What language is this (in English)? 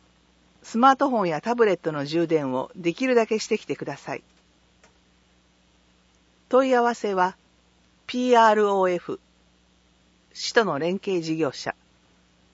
Japanese